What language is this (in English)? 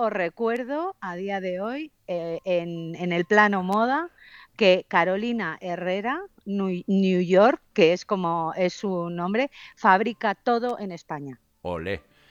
Spanish